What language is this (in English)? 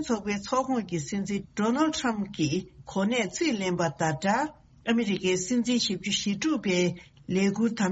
Tibetan